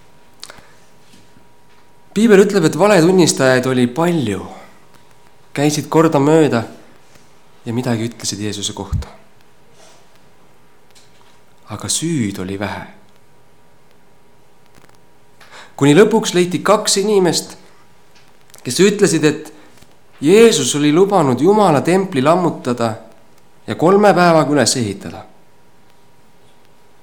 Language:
Estonian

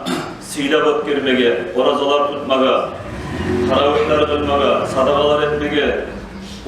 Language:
Kumyk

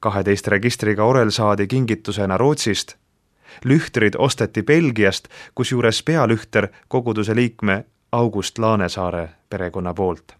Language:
Estonian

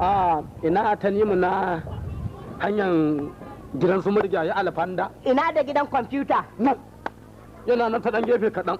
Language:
Hausa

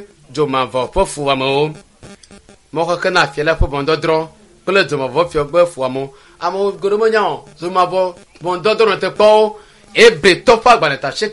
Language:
Ewe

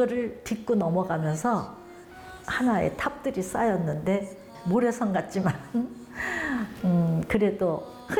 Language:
Korean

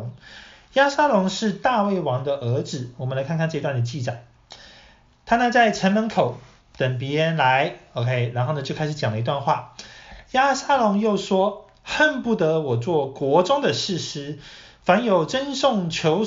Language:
Chinese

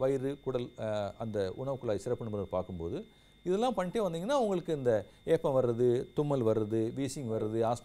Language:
Tamil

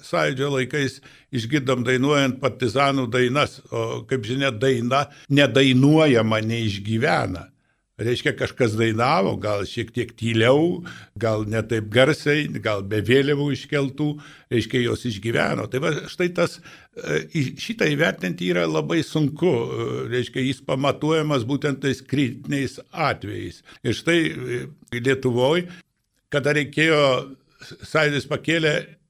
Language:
Lithuanian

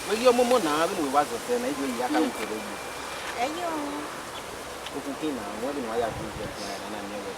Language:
Bini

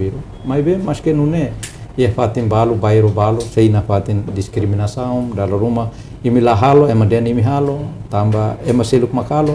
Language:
Tetum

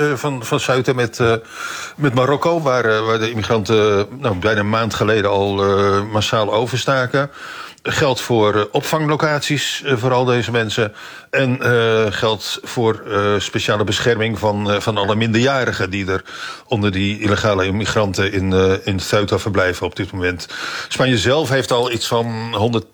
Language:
Dutch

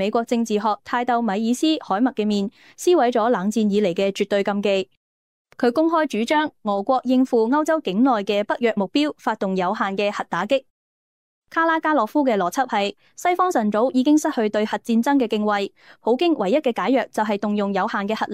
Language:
Cantonese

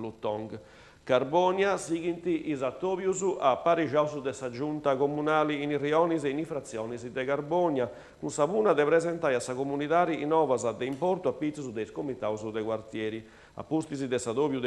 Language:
Sardinian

